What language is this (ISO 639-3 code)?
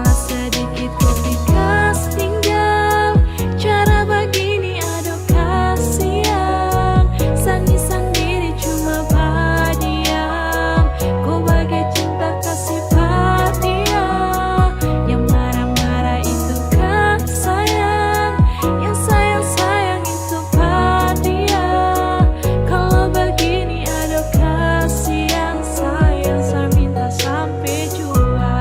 abs